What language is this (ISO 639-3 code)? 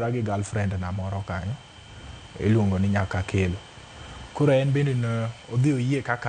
luo